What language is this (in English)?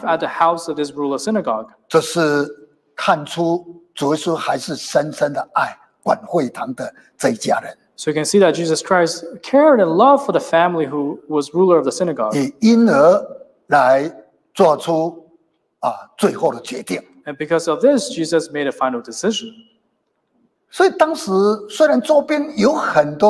Chinese